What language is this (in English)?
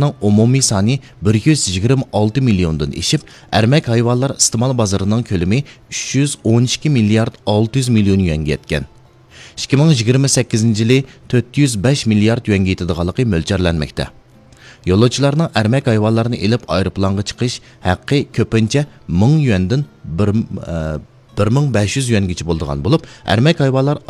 Uyghur